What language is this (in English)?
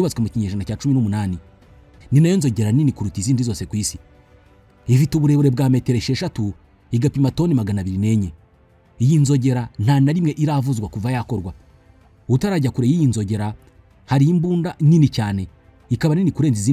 Kinyarwanda